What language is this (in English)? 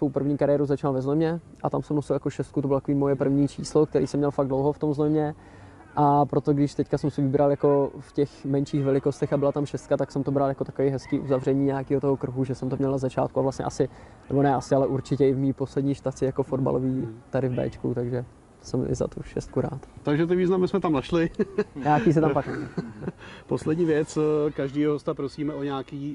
Czech